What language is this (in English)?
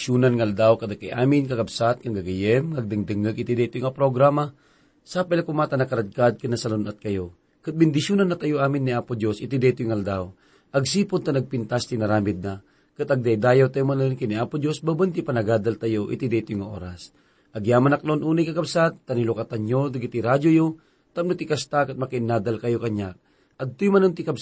Iloko